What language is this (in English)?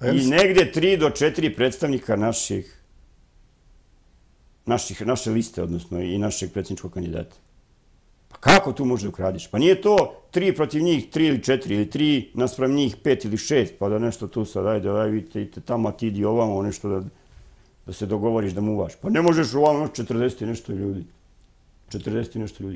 Serbian